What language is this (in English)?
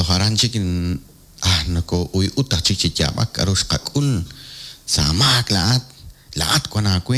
Kekchí